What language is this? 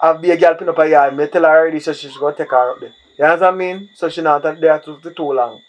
Jamaican Creole English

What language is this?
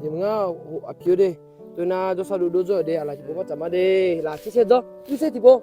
Akha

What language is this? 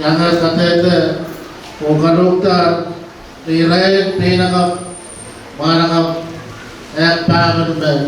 Pohnpeian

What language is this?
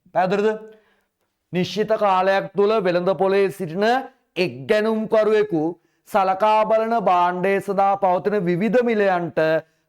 Sinhala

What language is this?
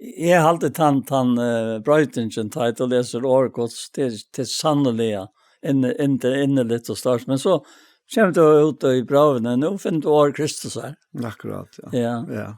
Faroese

